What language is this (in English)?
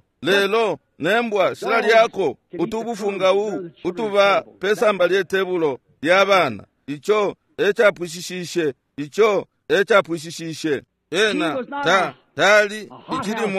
Bemba